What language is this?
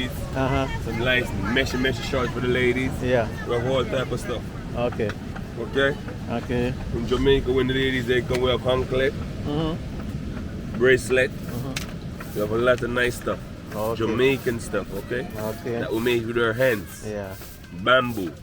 Jamaican Creole English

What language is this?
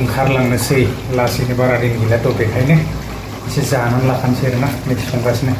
Bodo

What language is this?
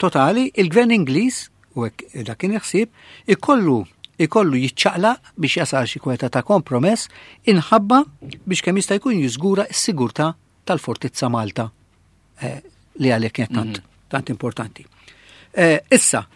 Maltese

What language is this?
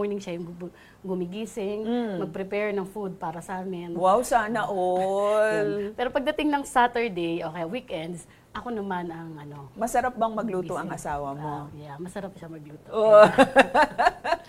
Filipino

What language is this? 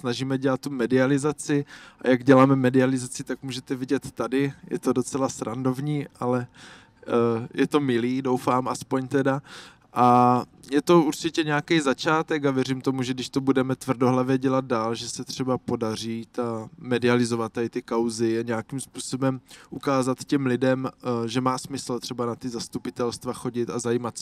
Czech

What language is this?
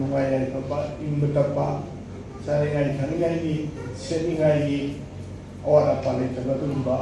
Manipuri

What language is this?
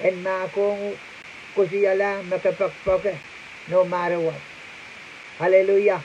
Pohnpeian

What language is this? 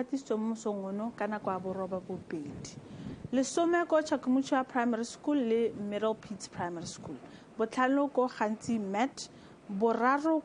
Tswana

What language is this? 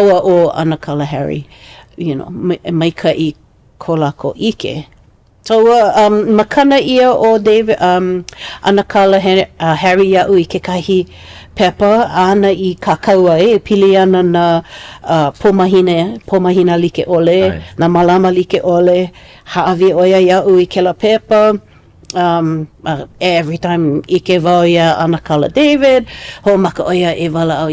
Hawaiian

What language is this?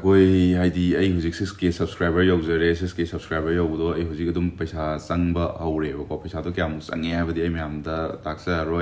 Manipuri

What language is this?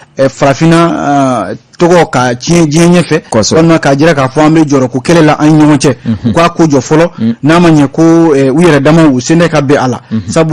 Bambara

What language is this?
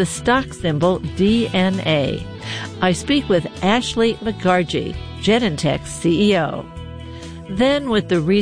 English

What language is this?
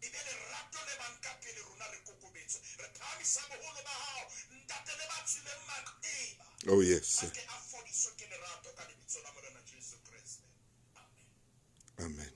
Southern Sotho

